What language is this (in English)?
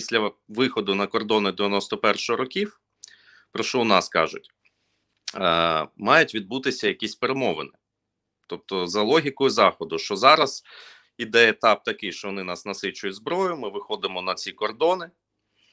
Ukrainian